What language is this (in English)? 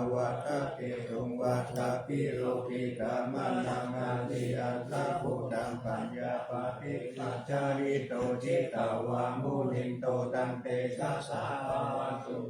Pali